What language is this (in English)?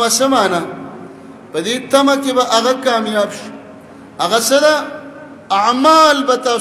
Pashto